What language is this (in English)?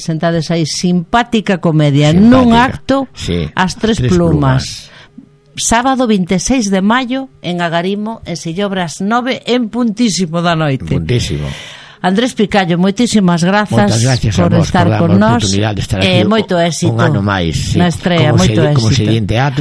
Galician